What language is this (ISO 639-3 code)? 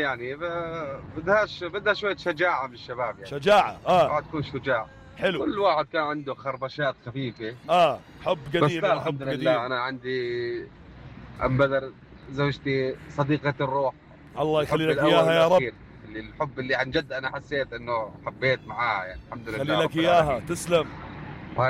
apc